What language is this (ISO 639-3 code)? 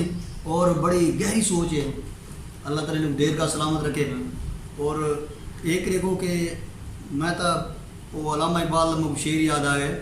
skr